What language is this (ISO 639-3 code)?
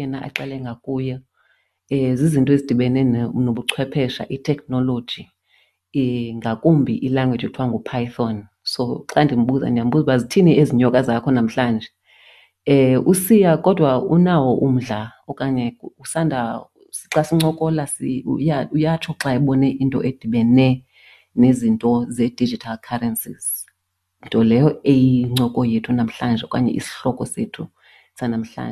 xho